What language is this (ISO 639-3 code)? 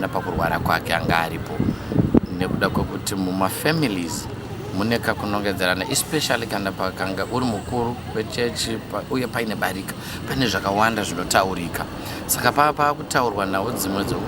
sna